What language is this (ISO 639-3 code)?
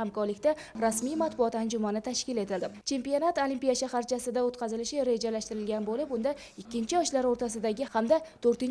uzb